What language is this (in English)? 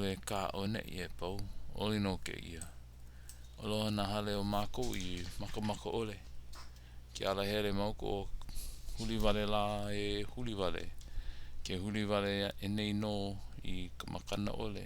Hawaiian